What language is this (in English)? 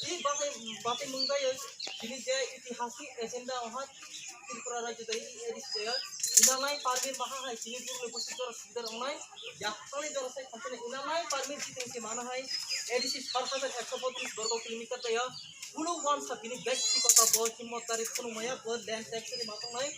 Kok Borok